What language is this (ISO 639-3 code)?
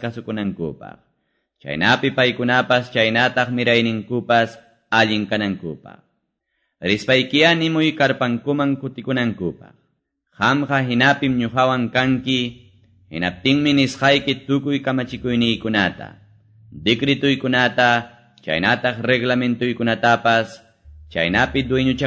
que